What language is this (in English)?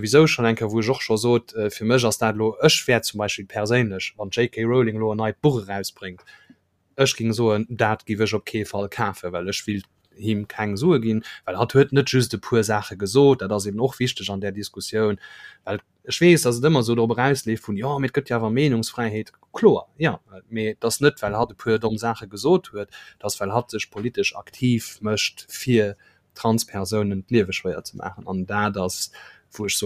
Luxembourgish